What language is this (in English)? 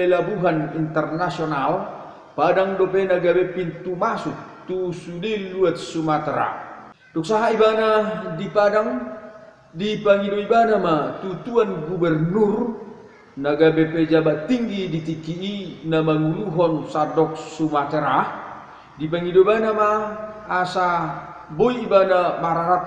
Batak Toba